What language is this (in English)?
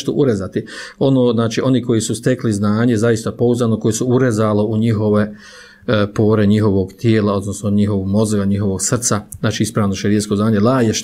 Bosnian